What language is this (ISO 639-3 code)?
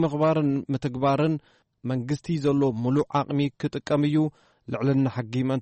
tir